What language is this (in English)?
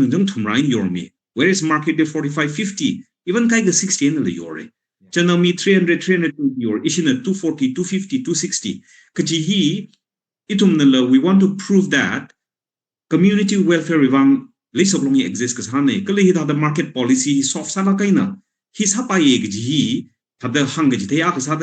Tangkhul Naga (India)